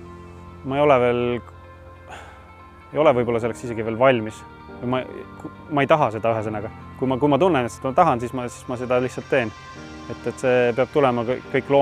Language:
Estonian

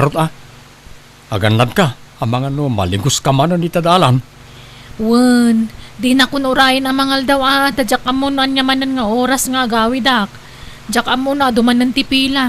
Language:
Iloko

